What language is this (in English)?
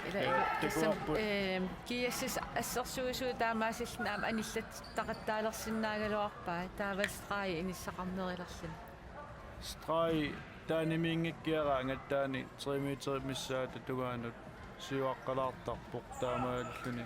Kalaallisut